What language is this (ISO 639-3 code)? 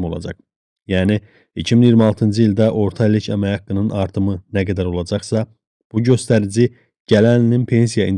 aze